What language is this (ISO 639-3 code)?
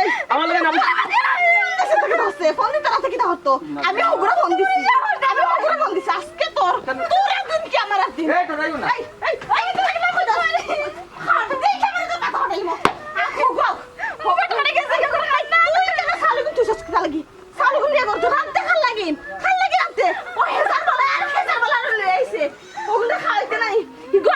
syl